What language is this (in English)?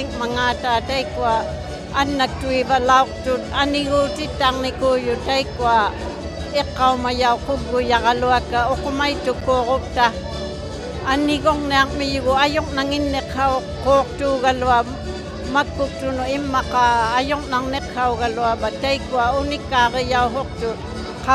Inuktitut